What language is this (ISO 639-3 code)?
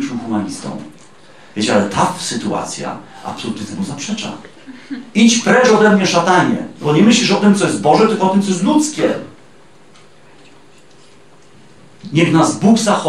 pol